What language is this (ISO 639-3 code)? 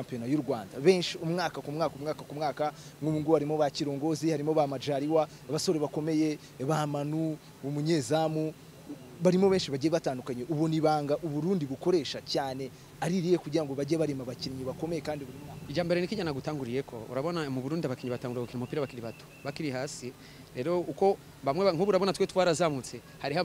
kin